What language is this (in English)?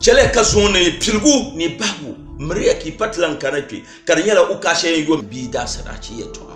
Dagbani